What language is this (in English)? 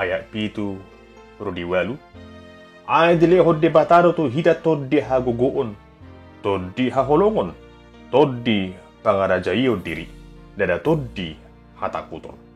Batak Toba